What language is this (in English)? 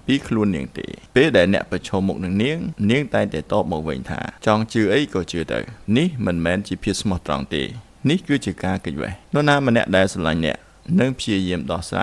Khmer